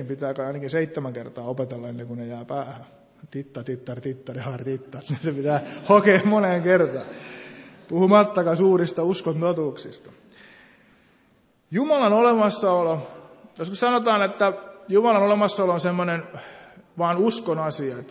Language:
Finnish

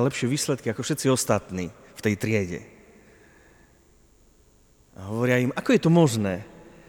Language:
Slovak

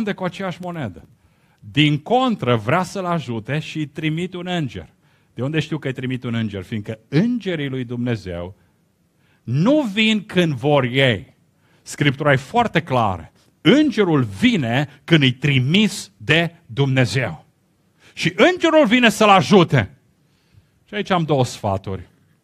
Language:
Romanian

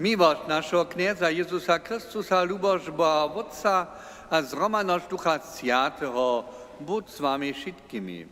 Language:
Upper Sorbian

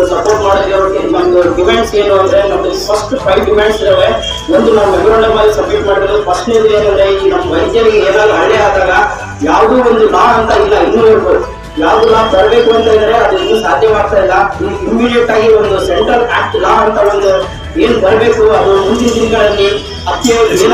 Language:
Kannada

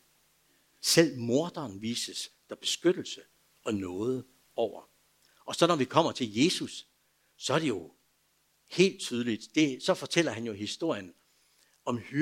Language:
Danish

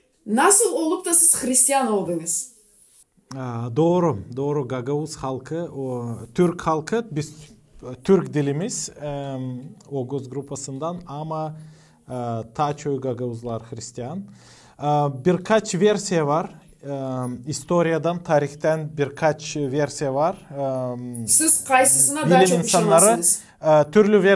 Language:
Gagauz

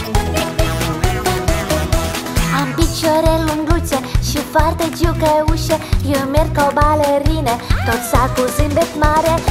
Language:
Romanian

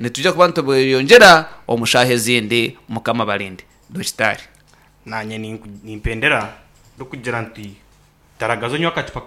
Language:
Nyankole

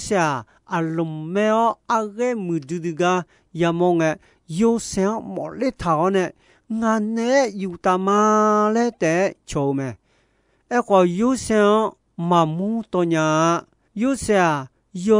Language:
Akha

